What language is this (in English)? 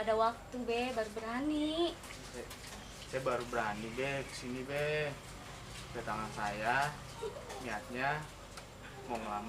Betawi